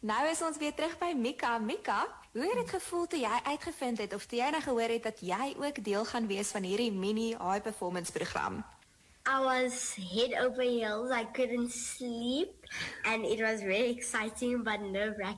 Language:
Afrikaans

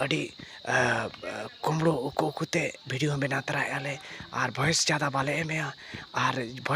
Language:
Santali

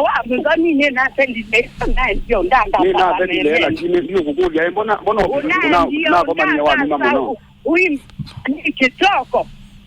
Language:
Kamba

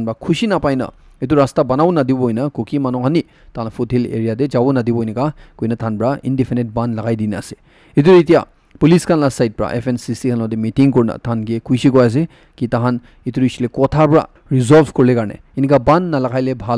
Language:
Naga Pidgin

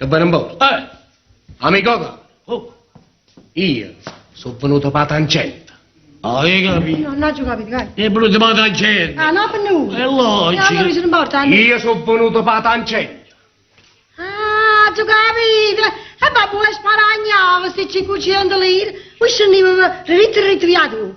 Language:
Neapolitan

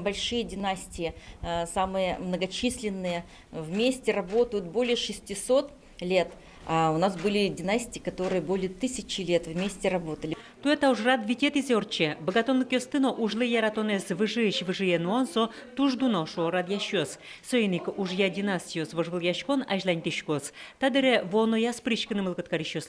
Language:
Udmurt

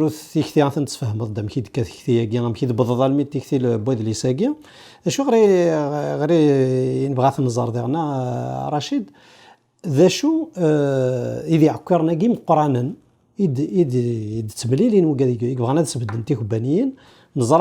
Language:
Kabyle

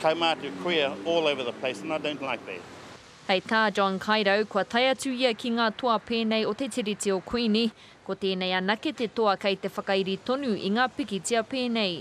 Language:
Māori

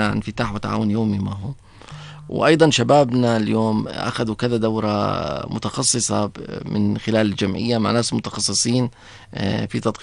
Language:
North Levantine Arabic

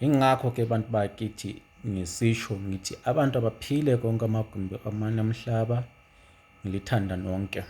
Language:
Zulu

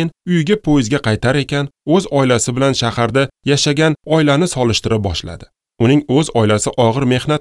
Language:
Uzbek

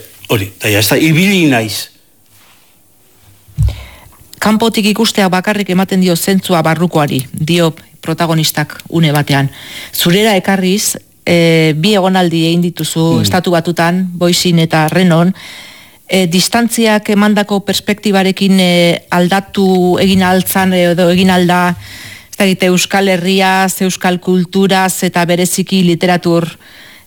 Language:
Basque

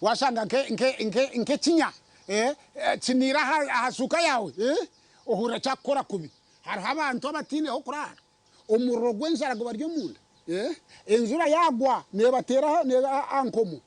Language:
Nyankole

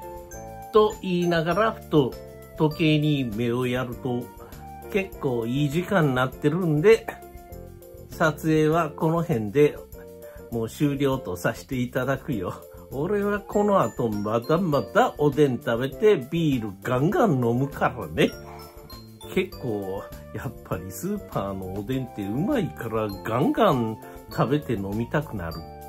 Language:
Japanese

